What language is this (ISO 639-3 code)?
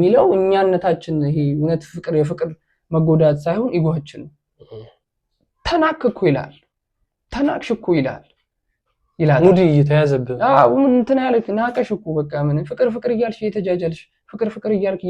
amh